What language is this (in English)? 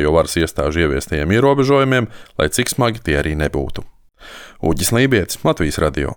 Latvian